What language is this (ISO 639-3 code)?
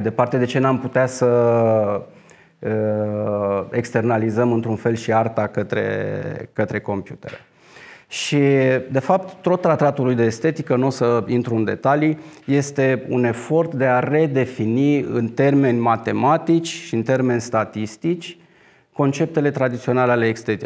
ron